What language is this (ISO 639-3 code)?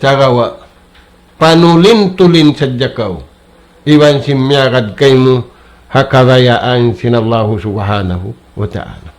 tsg